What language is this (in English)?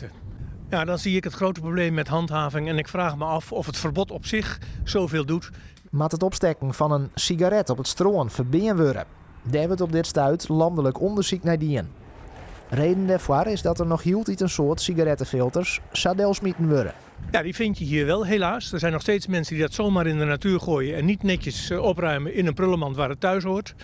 Western Frisian